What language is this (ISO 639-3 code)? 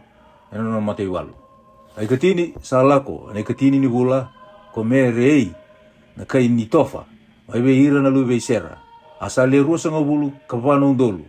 fij